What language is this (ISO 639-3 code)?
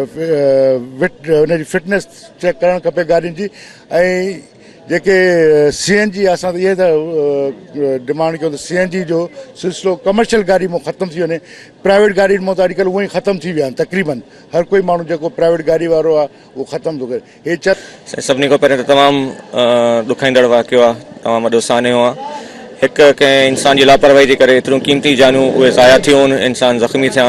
snd